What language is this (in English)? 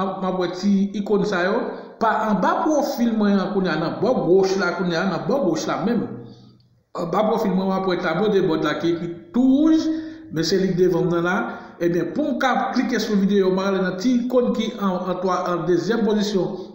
Haitian Creole